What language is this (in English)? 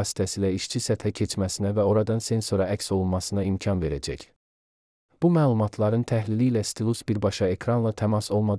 Azerbaijani